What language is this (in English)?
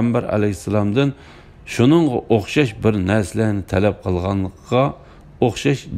Uyghur